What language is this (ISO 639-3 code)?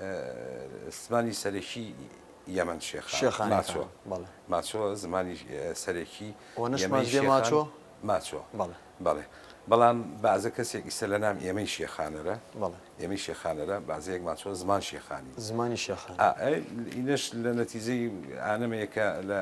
ckb